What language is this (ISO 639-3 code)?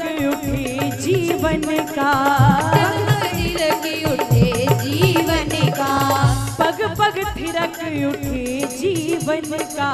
hin